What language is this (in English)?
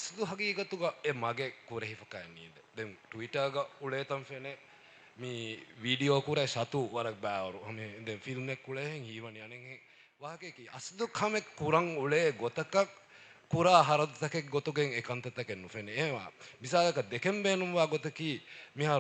Divehi